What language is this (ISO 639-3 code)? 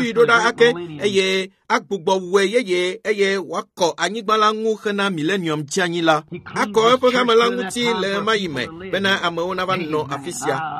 ewe